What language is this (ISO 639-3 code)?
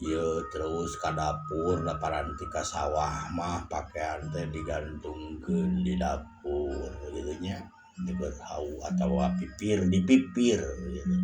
sun